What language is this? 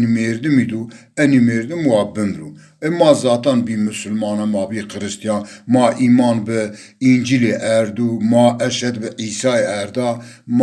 Zaza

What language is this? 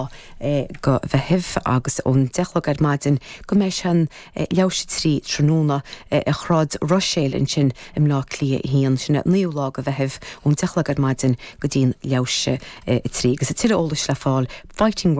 Irish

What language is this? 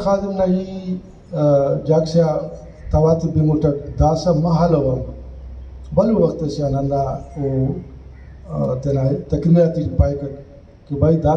Brahui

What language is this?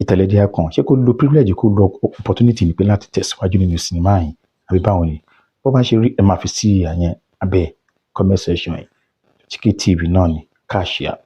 Yoruba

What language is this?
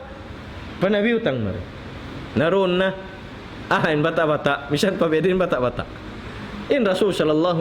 Tausug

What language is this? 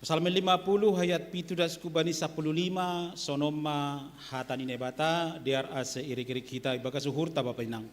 Batak Simalungun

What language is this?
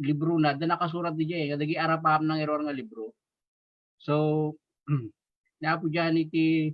Iloko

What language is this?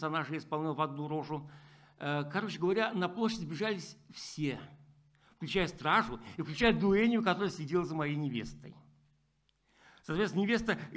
Russian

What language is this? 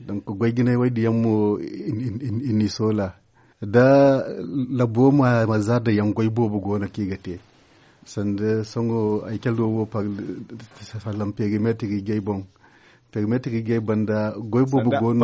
Zarma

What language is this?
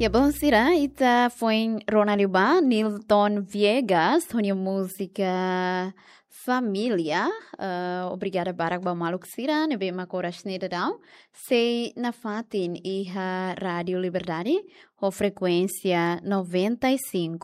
Tetum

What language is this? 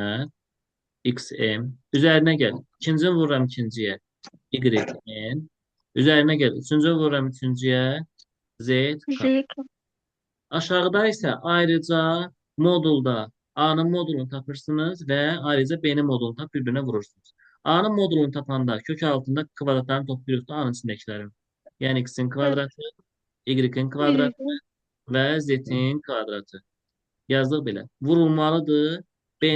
Azerbaijani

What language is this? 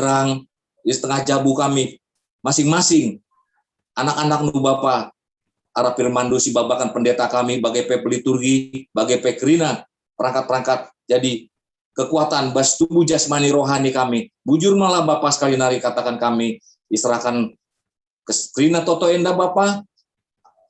Batak Karo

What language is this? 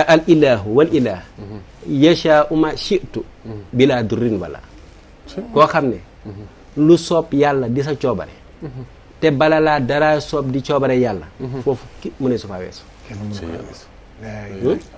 Wolof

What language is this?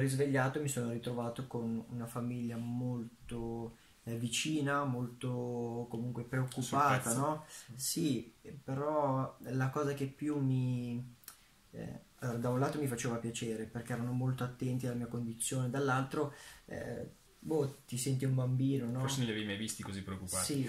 Italian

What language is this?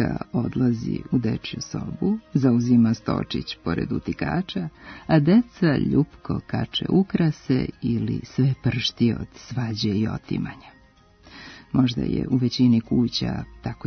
Serbian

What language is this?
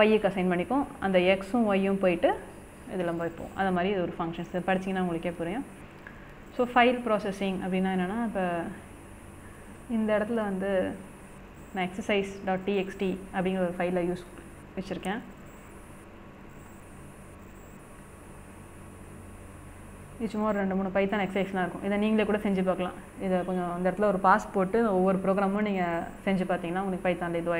Tamil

